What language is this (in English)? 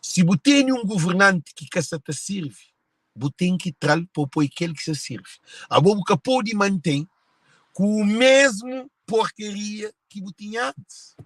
Kabuverdianu